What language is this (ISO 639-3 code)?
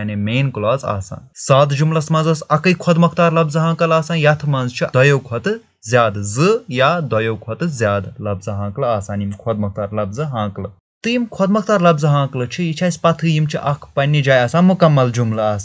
kas